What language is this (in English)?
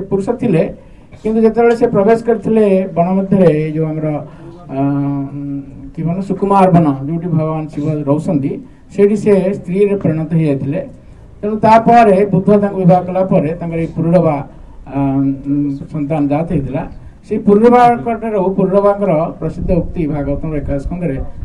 Odia